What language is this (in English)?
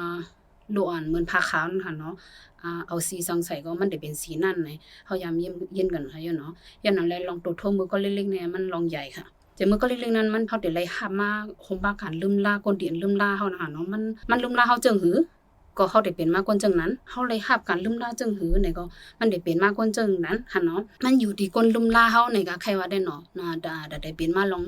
Shan